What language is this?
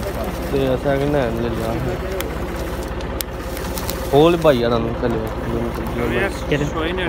Punjabi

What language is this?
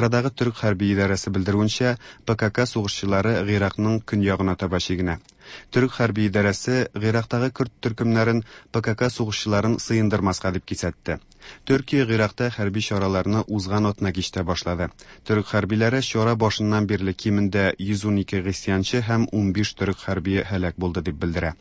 Tatar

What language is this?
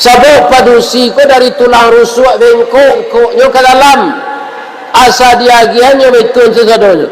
Minangkabau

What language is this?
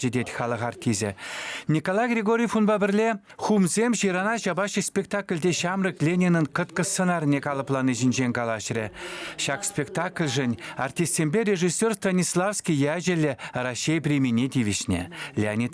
Chuvash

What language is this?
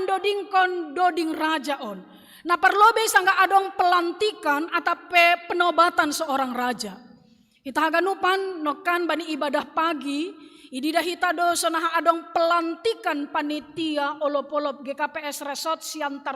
Batak Simalungun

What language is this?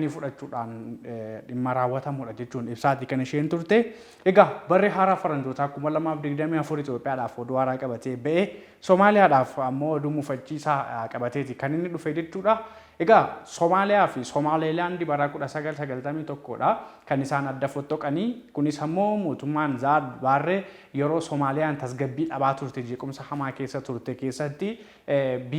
Oromo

